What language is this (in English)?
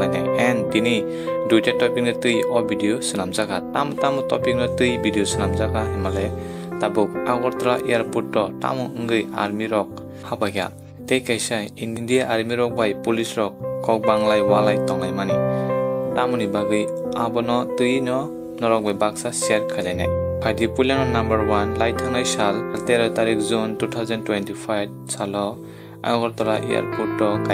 Kok Borok